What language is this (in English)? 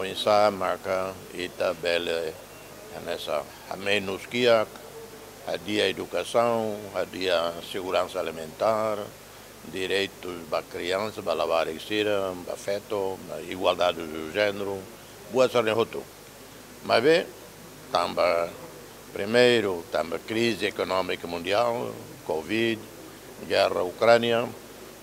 Tetum